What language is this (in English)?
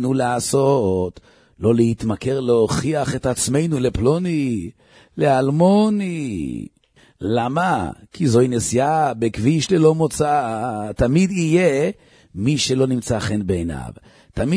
Hebrew